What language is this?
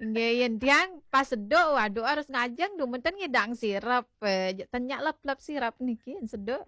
Balinese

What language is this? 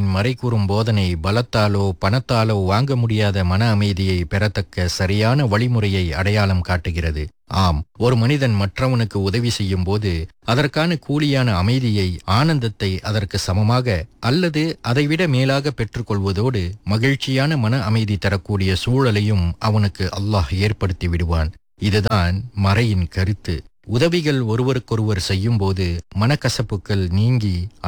Tamil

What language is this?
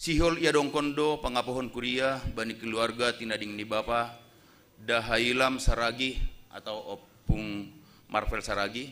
Batak Simalungun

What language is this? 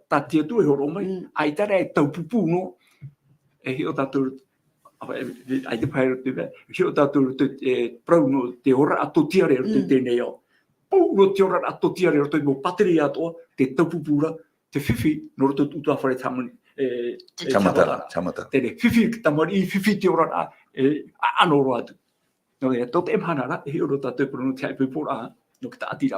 Tahitian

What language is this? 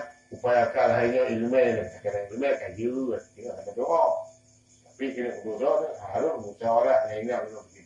Achinese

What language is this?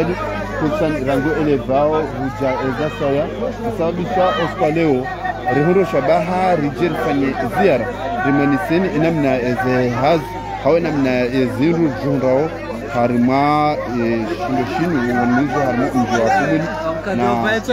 Swahili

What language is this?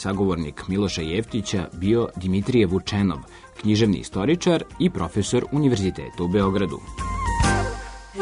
Serbian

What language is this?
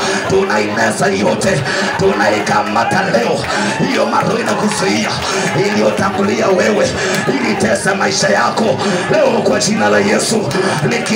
Swahili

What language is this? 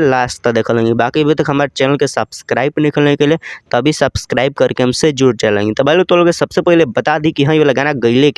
Bhojpuri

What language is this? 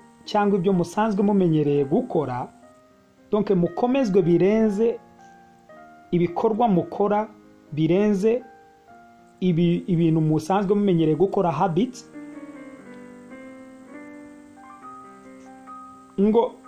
Kinyarwanda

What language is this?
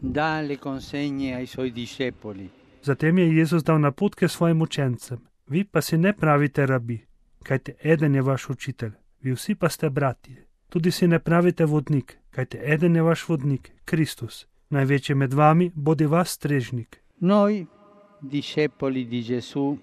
Slovenian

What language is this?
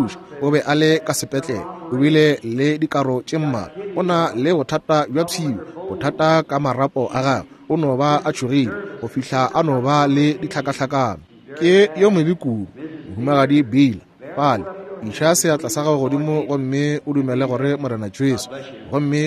Northern Sotho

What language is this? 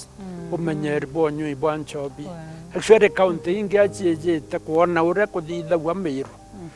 Meru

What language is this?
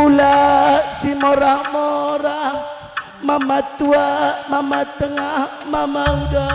Batak Karo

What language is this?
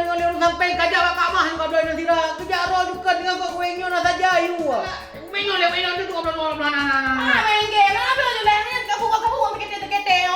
Achinese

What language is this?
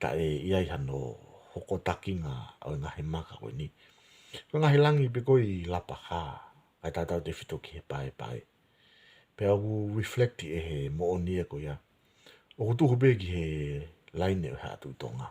Tongan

